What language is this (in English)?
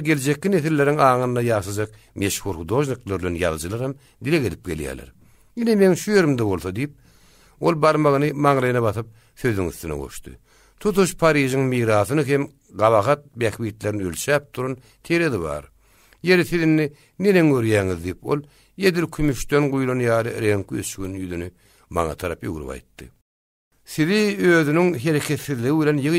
Turkmen